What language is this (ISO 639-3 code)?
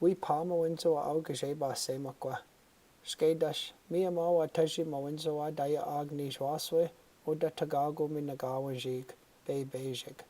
ciw